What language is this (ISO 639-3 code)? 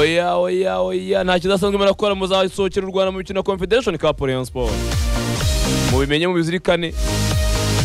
kin